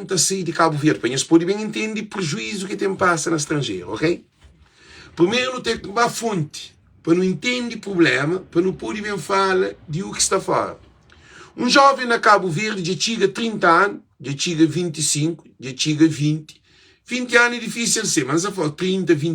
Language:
Kabuverdianu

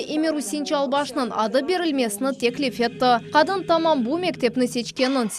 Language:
Crimean Tatar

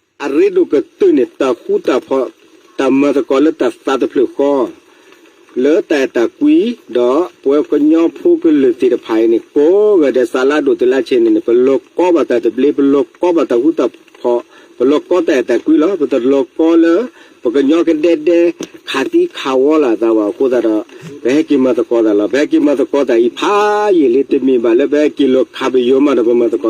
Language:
S'gaw Karen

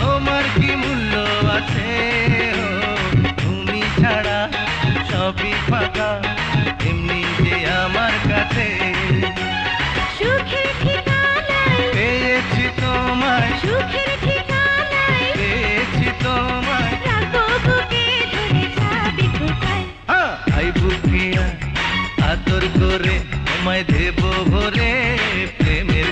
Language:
Bangla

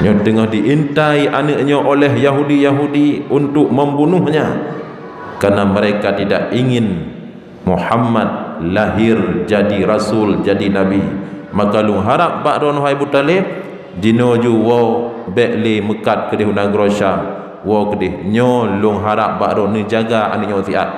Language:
Achinese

